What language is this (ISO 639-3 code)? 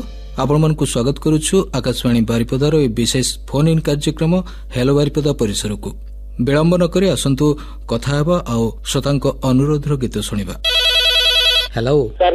ori